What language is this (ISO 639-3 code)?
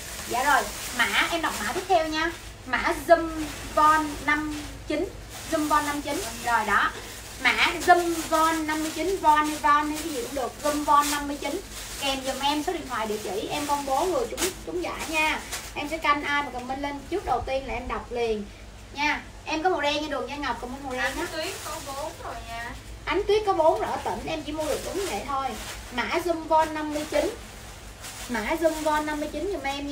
vie